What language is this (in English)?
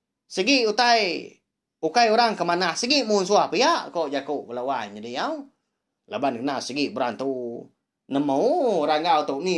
Iban